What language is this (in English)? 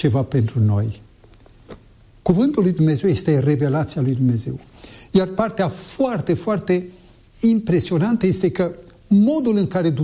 Romanian